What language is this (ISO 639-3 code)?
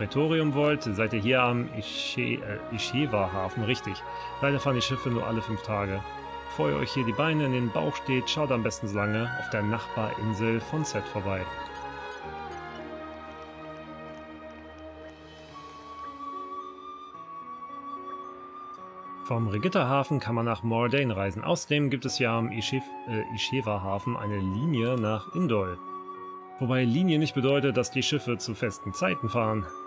deu